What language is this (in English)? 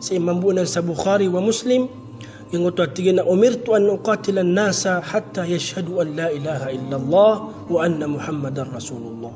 Maranao